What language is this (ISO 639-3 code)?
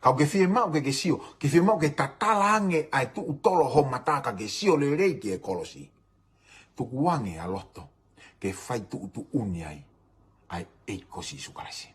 ton